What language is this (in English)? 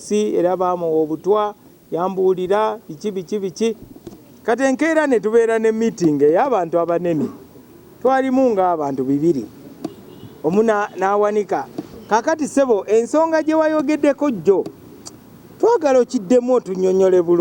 Ganda